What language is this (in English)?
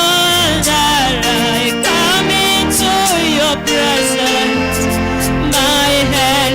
Meru